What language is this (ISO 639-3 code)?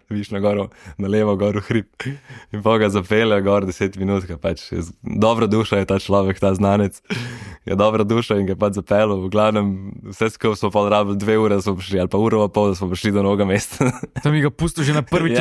slv